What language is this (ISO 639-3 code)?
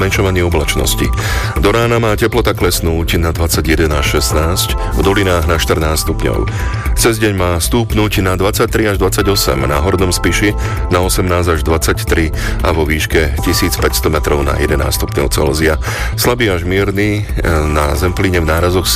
slk